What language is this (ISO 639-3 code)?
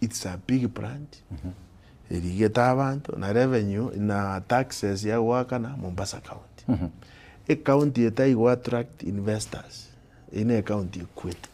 guz